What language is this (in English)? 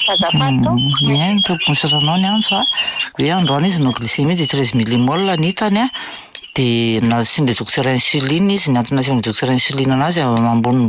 Malagasy